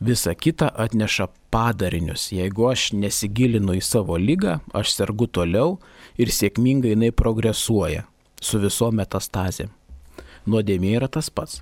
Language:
Lithuanian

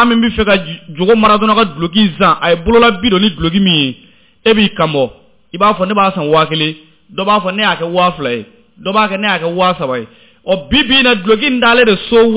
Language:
Bambara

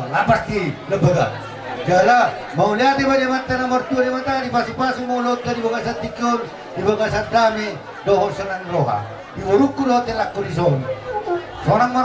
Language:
Batak Toba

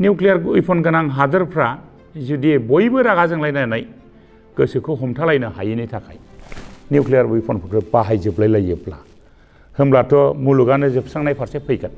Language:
Bodo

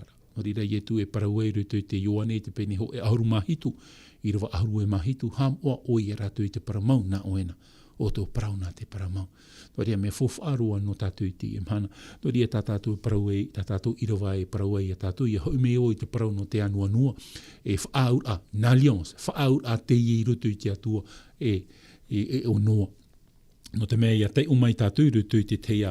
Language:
Tahitian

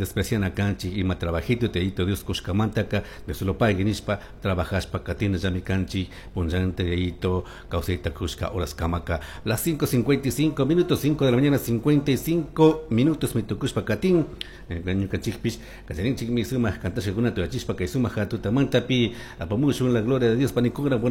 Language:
Chimborazo Highland Quichua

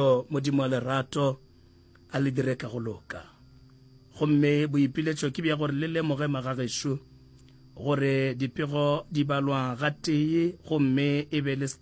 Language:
Northern Sotho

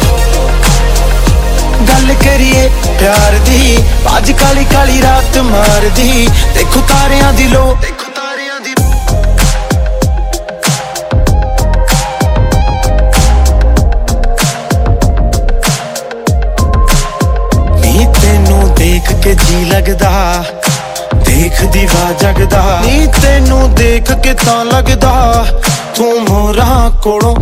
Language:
Punjabi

